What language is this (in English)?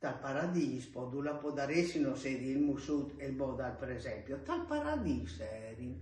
Friulian